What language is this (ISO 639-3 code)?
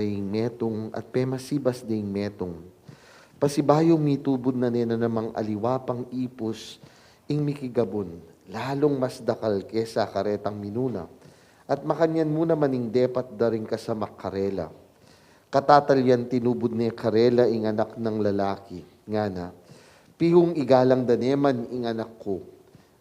pam